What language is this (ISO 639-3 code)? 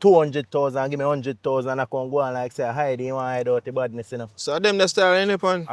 jam